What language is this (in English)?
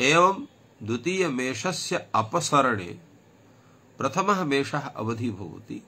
Sanskrit